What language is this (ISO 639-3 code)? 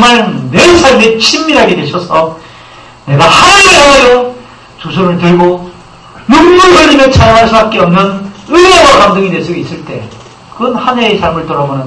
kor